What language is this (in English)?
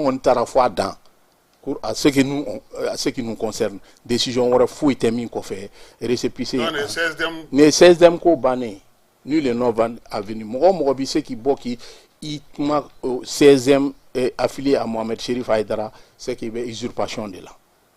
Bambara